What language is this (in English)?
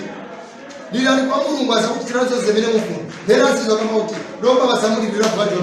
Nyanja